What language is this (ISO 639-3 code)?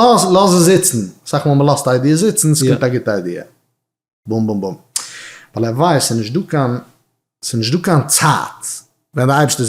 yid